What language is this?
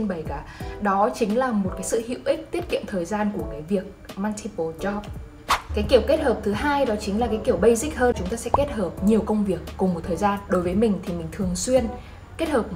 Vietnamese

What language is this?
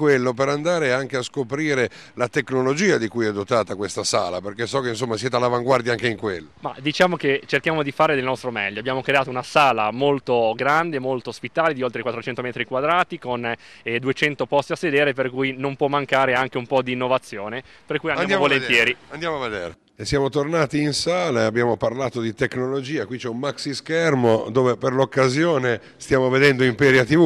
Italian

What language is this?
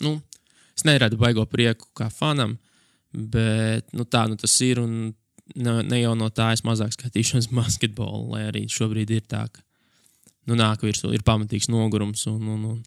Latvian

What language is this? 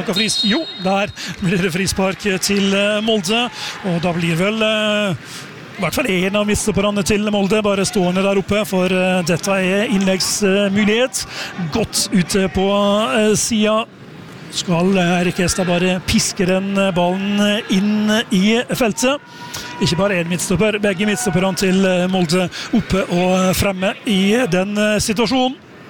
Norwegian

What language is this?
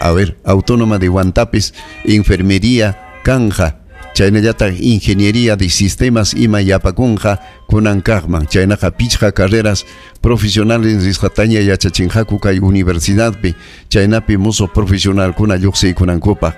Ayacucho Quechua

